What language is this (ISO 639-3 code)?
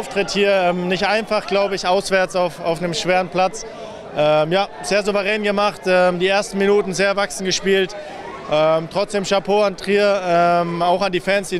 deu